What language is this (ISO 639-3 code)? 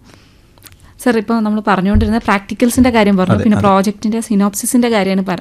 mal